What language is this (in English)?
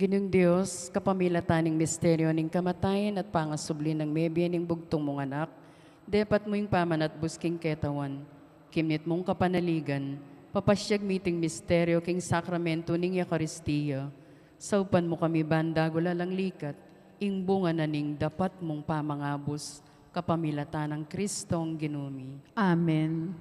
Pampanga